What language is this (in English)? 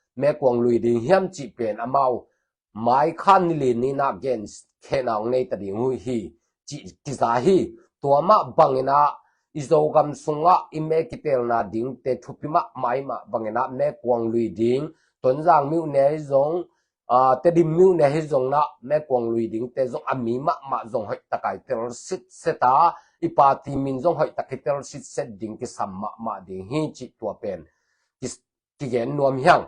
Tedim Chin